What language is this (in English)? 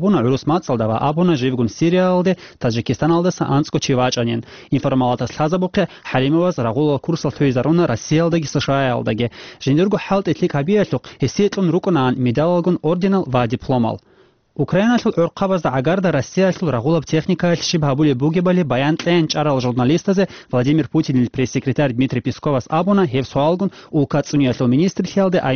Avaric